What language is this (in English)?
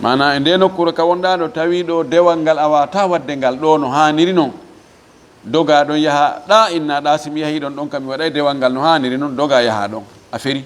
Fula